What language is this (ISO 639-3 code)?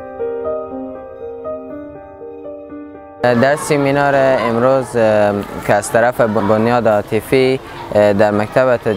fas